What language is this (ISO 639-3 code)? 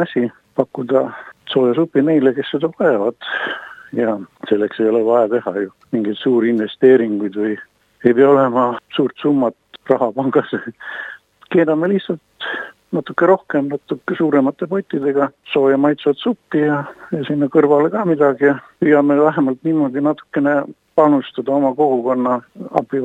est